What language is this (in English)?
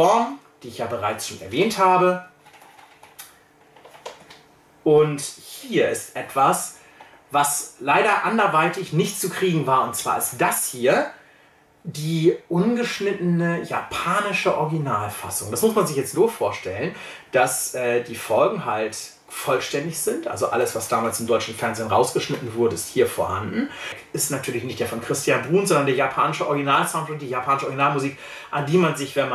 German